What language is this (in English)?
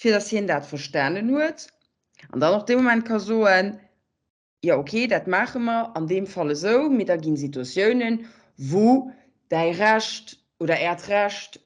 Luxembourgish